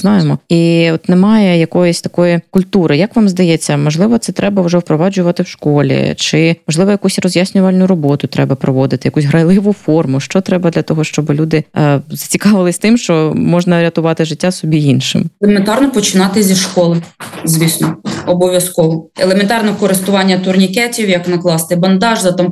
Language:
Ukrainian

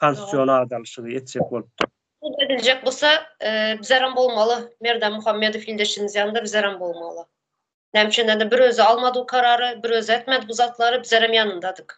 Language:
Turkmen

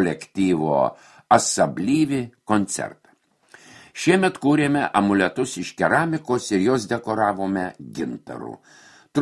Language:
Lithuanian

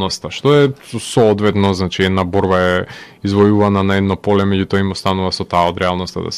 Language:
Macedonian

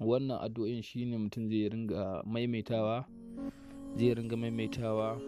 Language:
Hausa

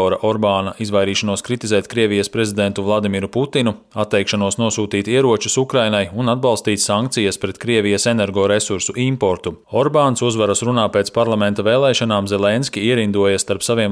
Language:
Latvian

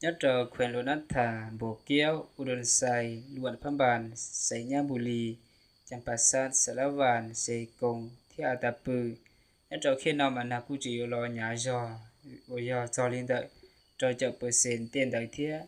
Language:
Hmong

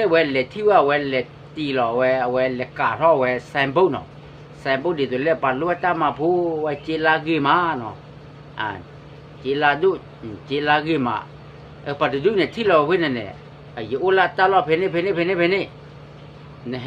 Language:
S'gaw Karen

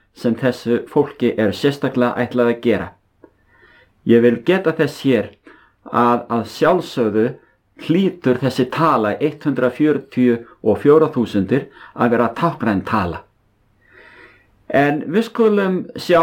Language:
Icelandic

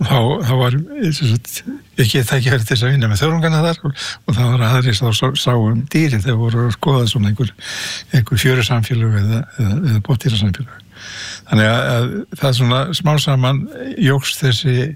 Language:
Icelandic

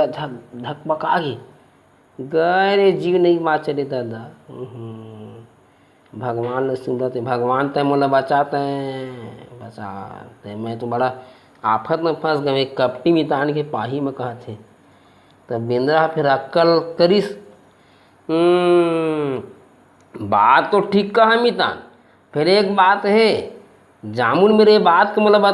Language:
Chhattisgarhi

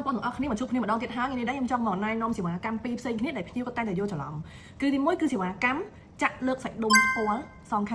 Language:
Khmer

